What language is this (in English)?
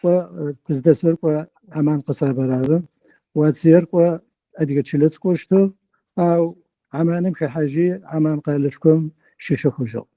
Adyghe